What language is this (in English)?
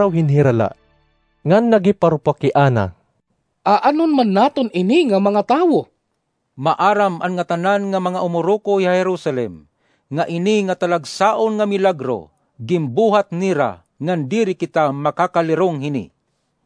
Waray